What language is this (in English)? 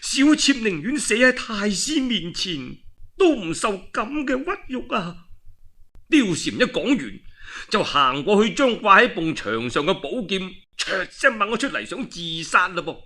Cantonese